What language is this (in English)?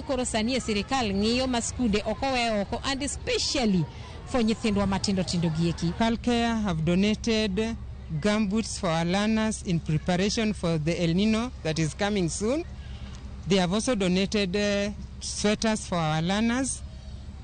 Luo (Kenya and Tanzania)